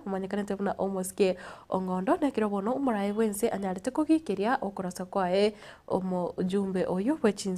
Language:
Gusii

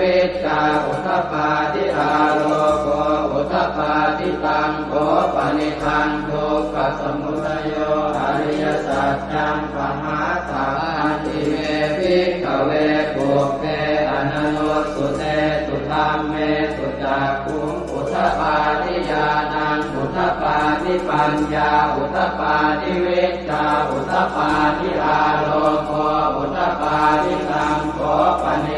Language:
Pali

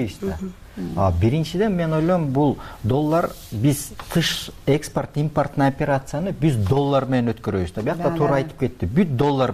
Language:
Kyrgyz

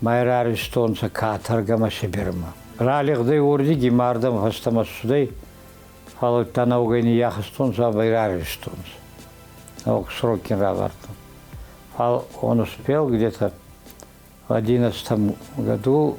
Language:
Ossetic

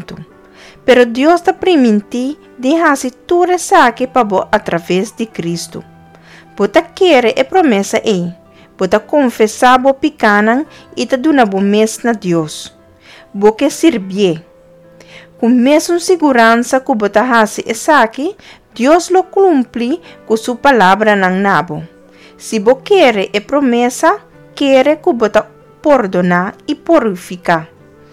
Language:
Papiamento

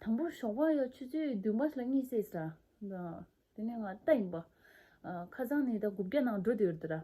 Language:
Tibetan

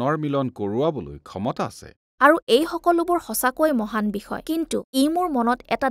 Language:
Assamese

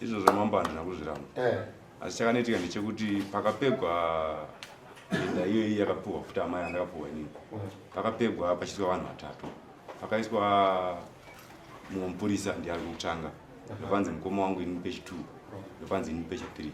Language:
Shona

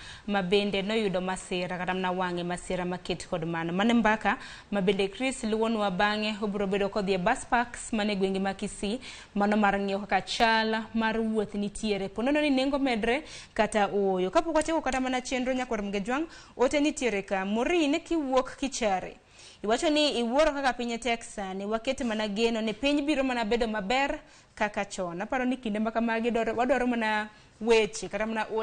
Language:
Luo (Kenya and Tanzania)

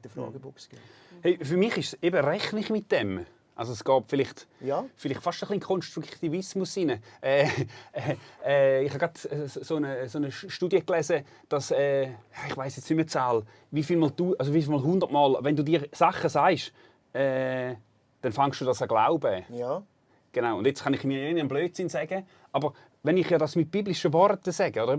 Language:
Swiss German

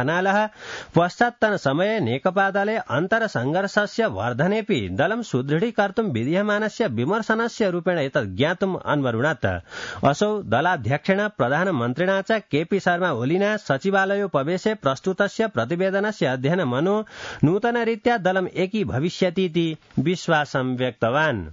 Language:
Sanskrit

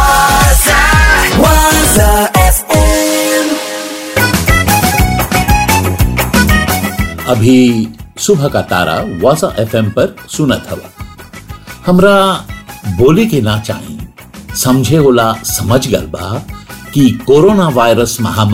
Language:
Bhojpuri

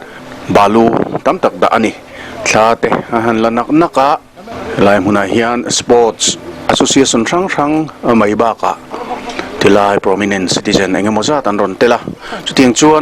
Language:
Mizo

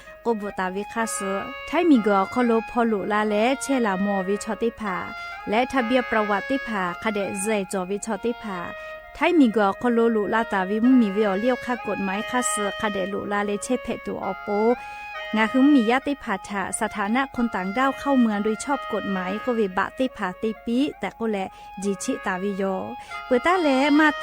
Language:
Lahu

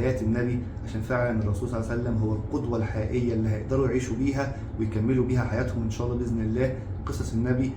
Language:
Egyptian Arabic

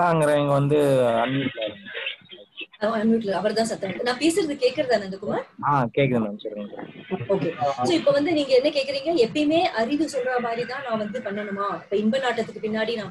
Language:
Tamil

